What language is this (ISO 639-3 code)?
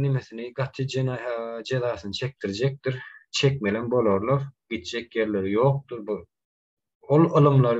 tuk